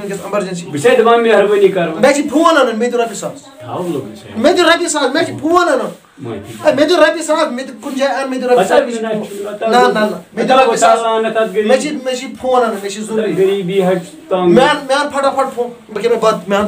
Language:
Kashmiri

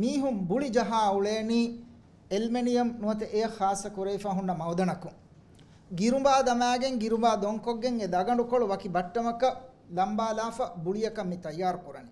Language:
Divehi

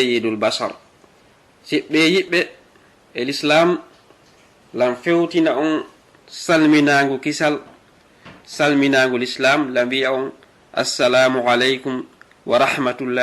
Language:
Fula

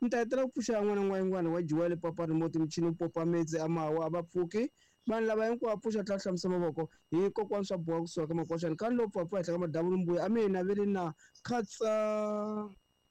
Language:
Tsonga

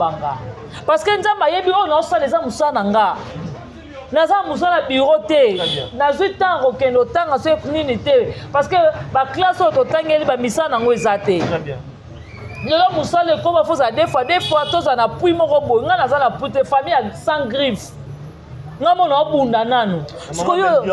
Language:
Lingala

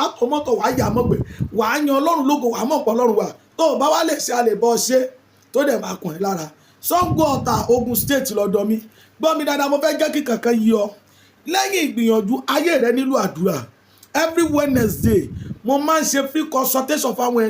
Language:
Yoruba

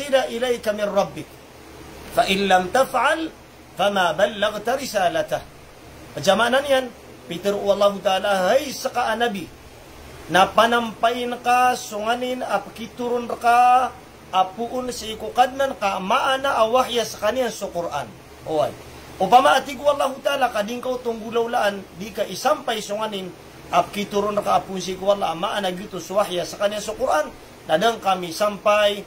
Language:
Maranao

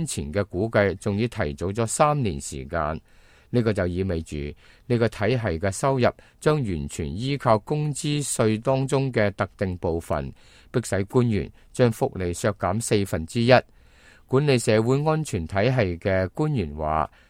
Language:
Cantonese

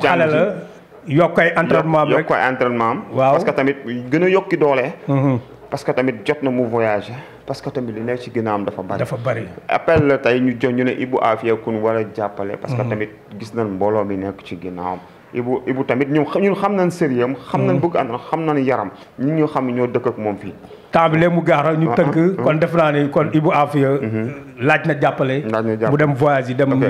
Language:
Wolof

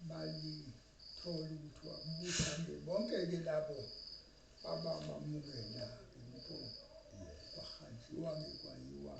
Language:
Zulu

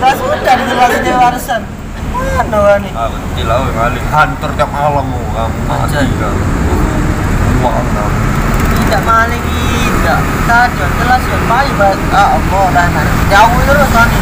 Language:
Musi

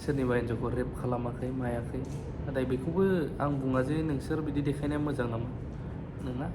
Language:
Bodo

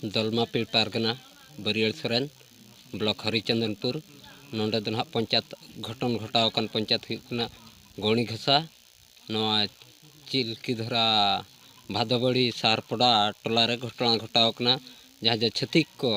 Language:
Santali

